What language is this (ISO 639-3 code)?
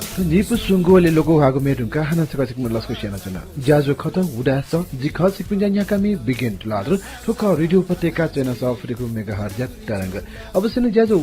new